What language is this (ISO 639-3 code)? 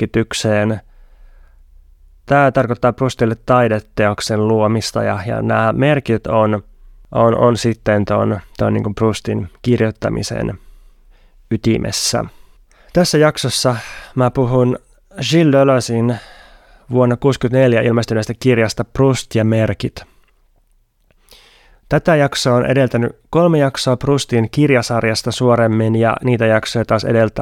fin